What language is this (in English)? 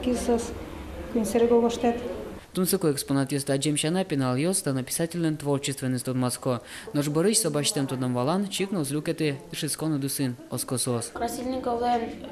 Udmurt